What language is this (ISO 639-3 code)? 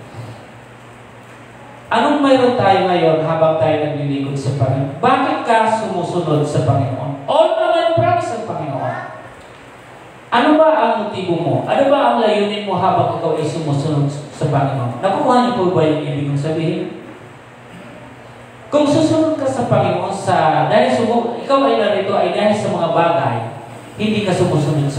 fil